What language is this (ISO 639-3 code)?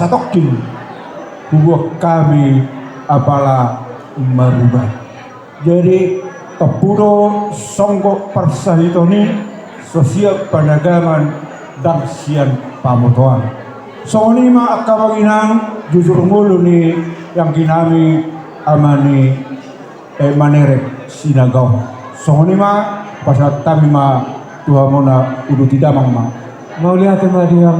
bbc